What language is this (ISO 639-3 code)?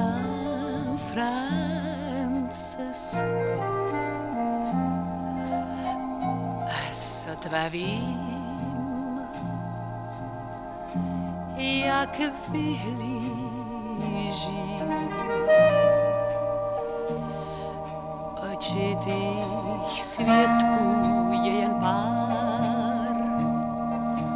ces